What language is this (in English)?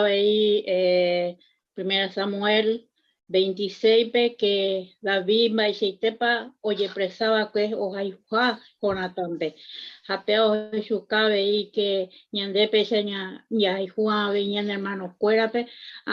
Guarani